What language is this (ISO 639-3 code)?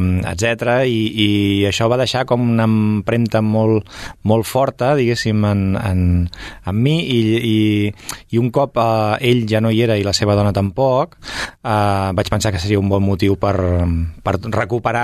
cat